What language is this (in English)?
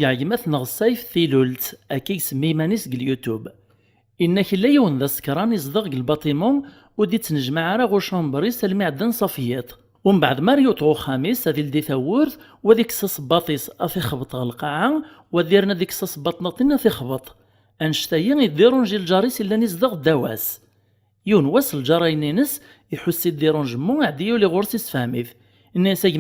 Kabyle